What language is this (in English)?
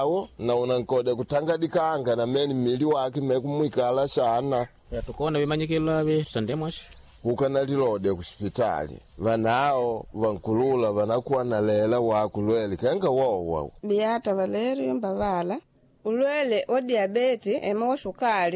Makonde